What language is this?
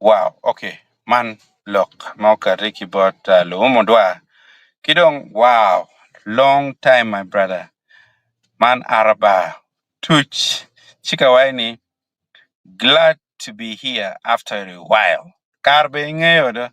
Acoli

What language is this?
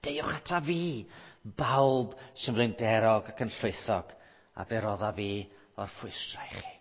Welsh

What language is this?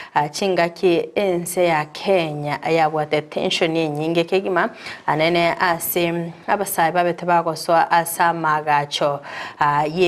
Gusii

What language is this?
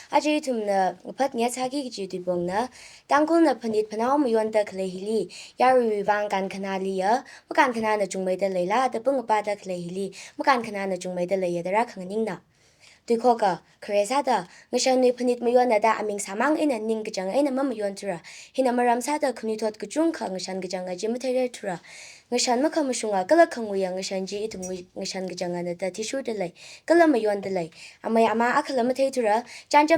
Tangkhul Naga (India)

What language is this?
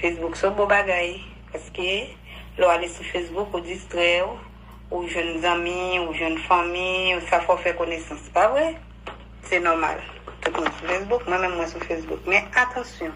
Haitian Creole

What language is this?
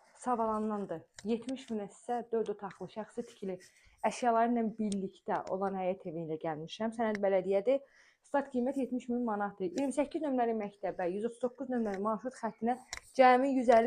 Azerbaijani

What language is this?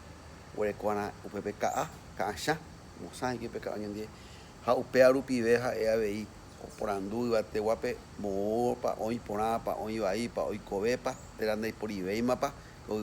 Guarani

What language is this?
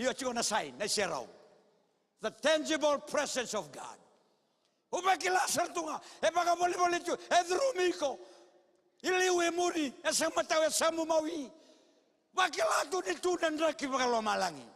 Fijian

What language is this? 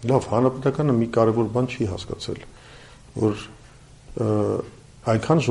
Armenian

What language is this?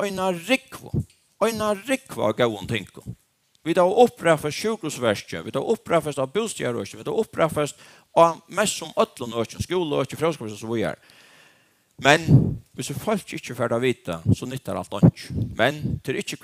Faroese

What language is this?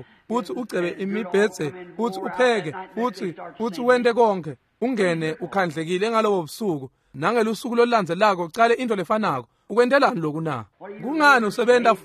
Swati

